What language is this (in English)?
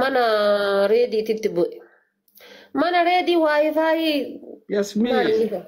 Oromo